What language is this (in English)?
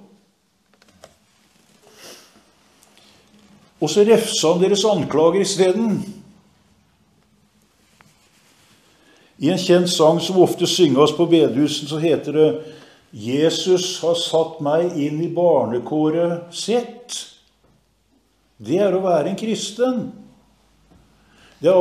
Norwegian